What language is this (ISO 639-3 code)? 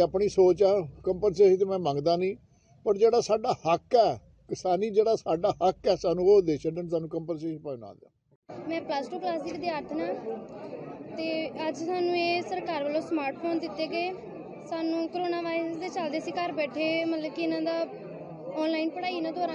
pan